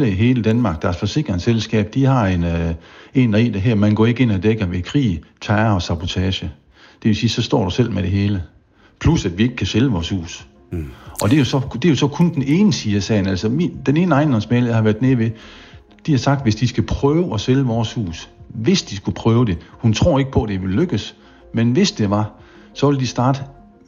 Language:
Danish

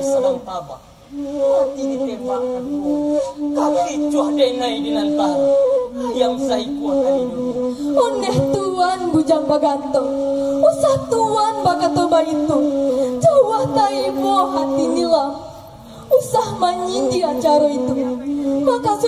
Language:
Minangkabau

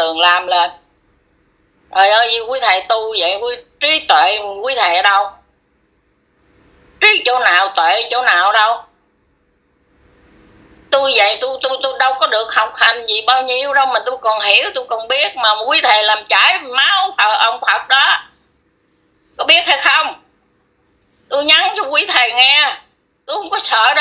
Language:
Vietnamese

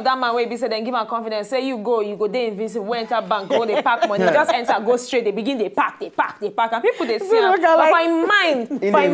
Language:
Nigerian Pidgin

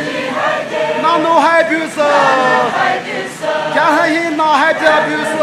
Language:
Poumei Naga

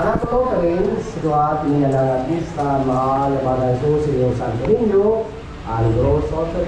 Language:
Waray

